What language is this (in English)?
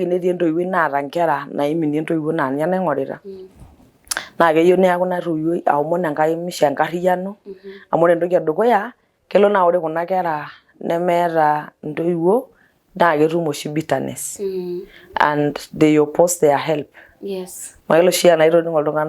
Masai